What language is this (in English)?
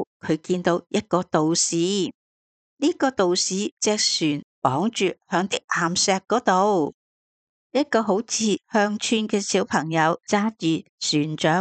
Cantonese